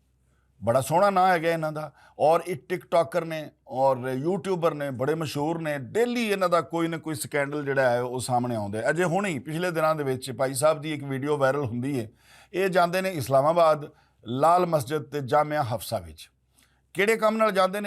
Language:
Western Panjabi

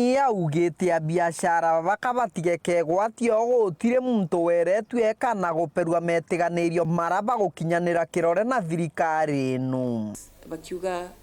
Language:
Meru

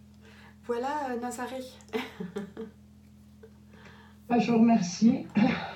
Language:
French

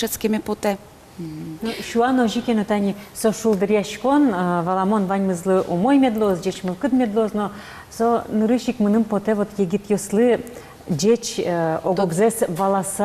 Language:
Udmurt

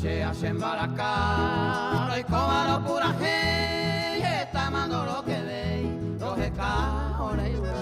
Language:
Guarani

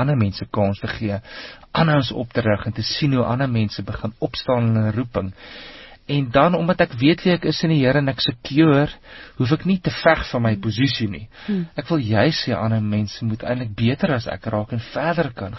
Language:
Afrikaans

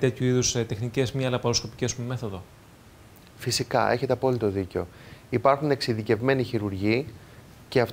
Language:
Greek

